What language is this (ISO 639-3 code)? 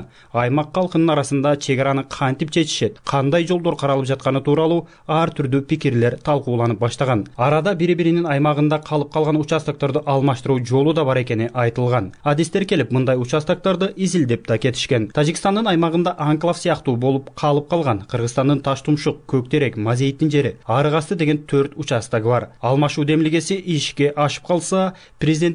kir